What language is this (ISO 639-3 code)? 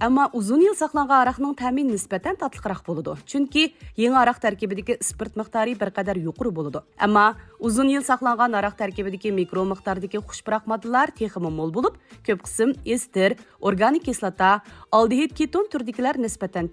uig